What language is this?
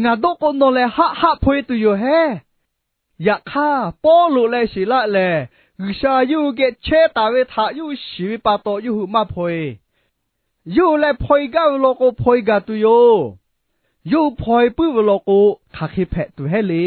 Lahu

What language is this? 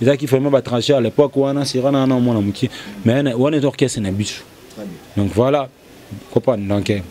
Lingala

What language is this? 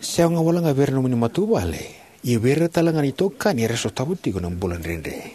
Fijian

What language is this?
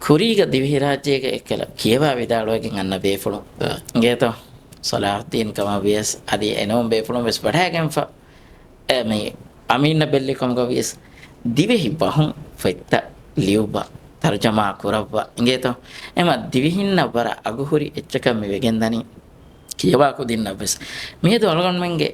Divehi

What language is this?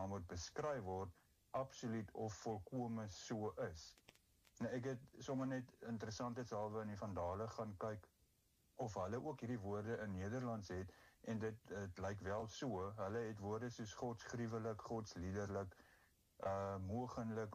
Afrikaans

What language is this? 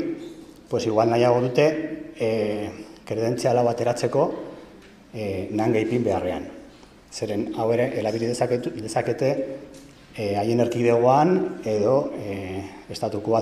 Basque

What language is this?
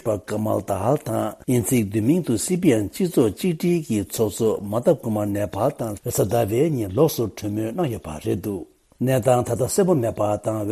Tibetan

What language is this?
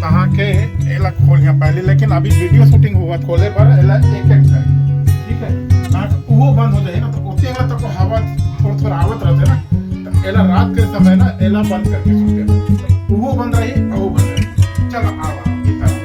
Chhattisgarhi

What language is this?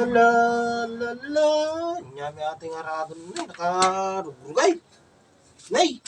Iloko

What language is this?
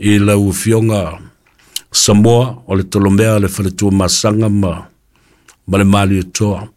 Samoan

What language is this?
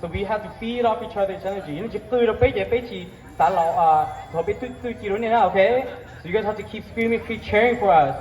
Hmong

